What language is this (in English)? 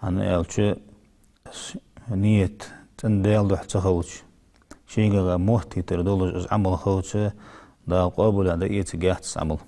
Ingush